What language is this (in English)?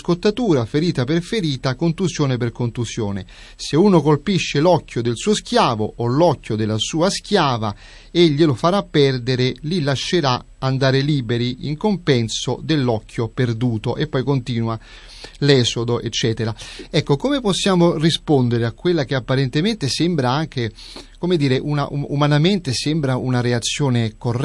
Italian